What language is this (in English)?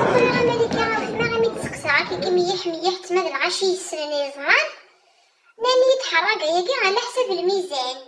Kabyle